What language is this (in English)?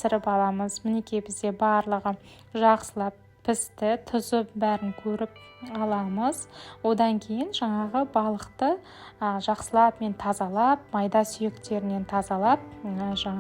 Kazakh